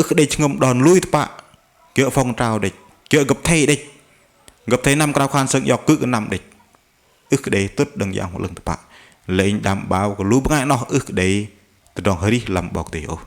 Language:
Bahnar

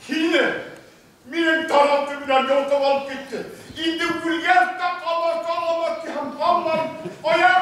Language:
Bashkir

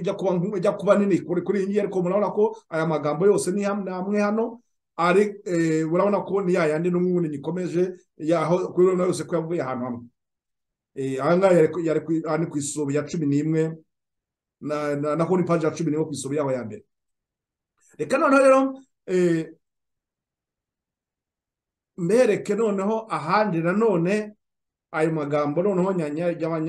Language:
Kinyarwanda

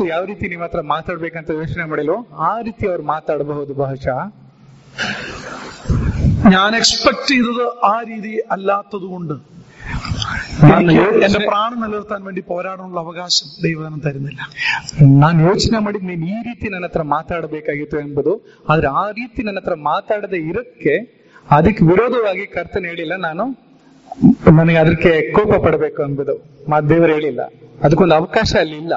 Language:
Malayalam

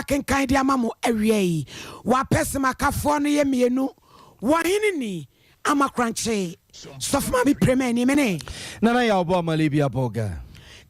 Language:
Akan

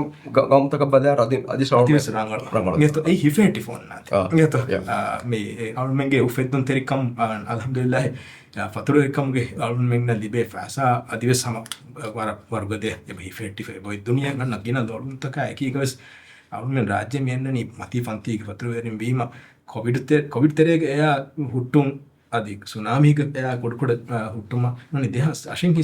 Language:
Divehi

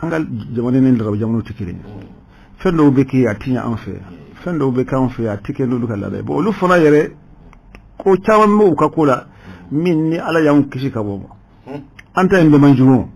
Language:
Bambara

